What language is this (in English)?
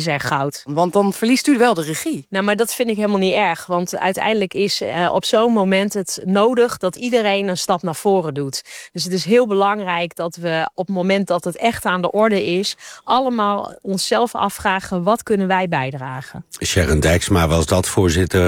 Dutch